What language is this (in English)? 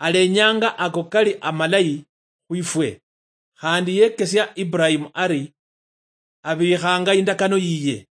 Luyia